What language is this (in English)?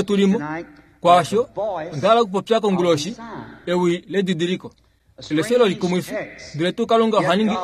Kuanyama